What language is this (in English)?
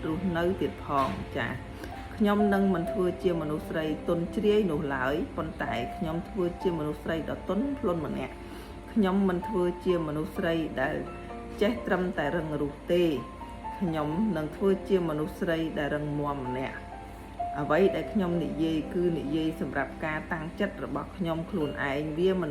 Khmer